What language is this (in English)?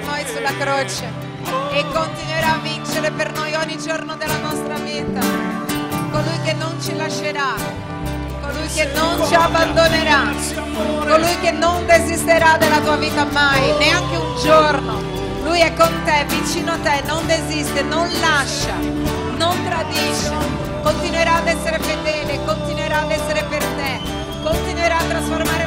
Italian